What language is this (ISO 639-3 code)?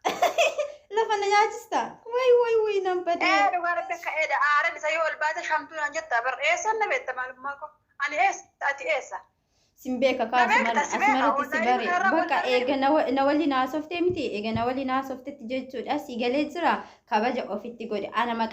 orm